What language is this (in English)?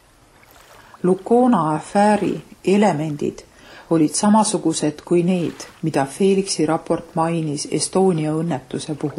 Estonian